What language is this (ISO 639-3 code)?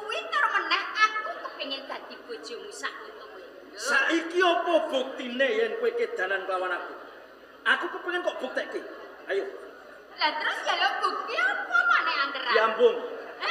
jav